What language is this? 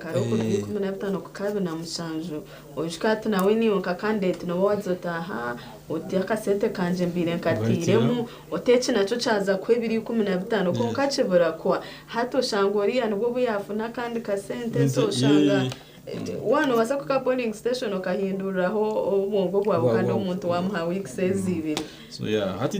Nyankole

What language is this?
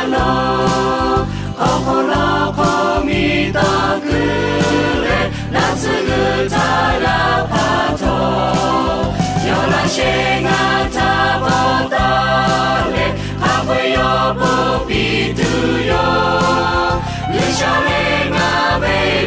Lahu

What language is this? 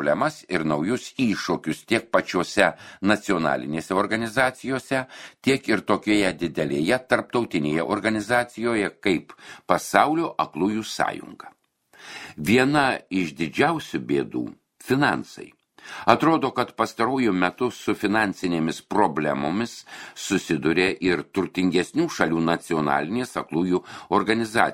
Lithuanian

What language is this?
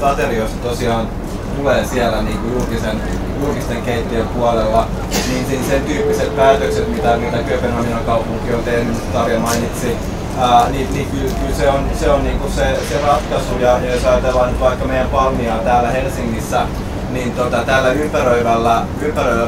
Finnish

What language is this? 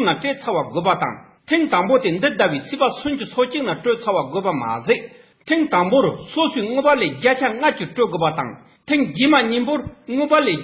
Tibetan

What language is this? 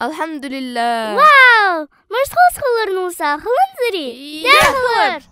Ingush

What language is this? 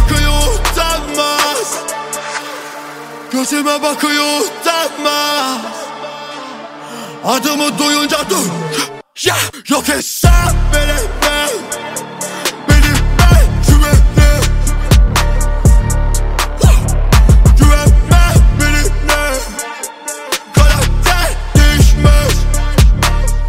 Turkish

